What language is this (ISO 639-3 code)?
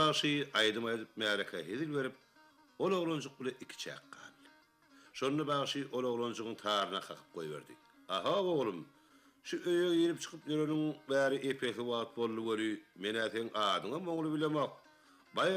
tuk